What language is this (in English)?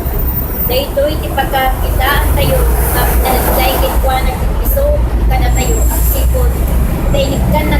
Iloko